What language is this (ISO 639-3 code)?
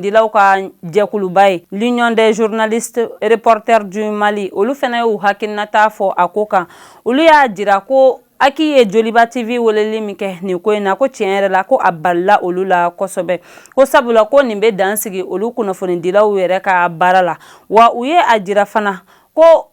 bam